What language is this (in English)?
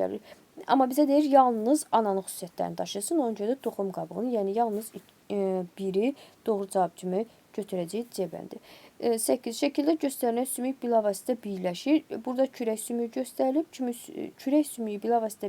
Azerbaijani